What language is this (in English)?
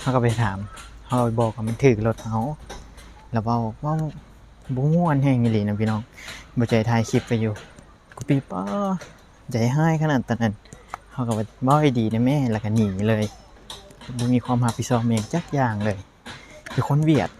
Lao